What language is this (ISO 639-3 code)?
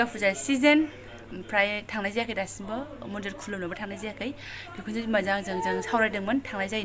brx